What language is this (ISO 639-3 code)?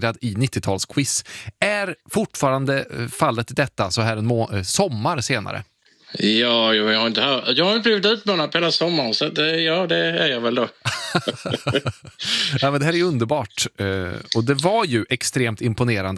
swe